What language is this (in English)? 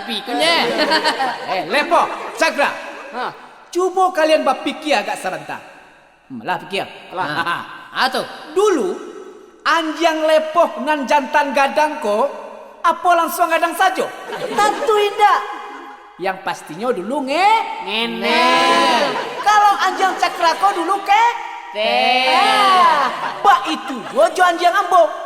Minangkabau